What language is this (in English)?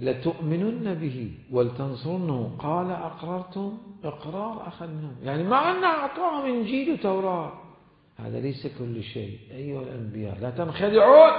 Mesopotamian Arabic